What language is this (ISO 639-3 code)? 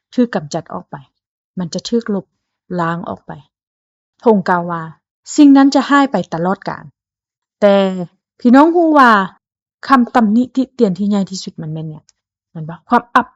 lao